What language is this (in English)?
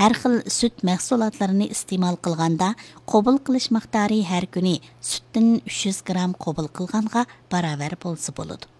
Uyghur